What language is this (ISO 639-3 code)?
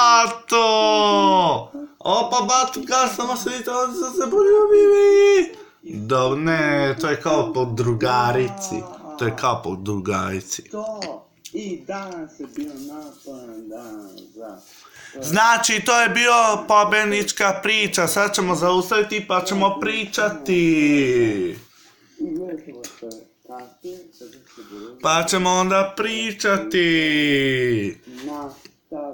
srp